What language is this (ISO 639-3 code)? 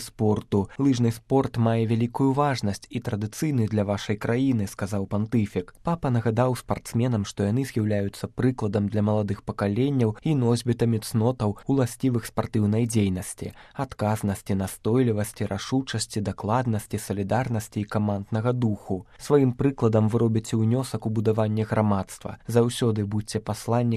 bel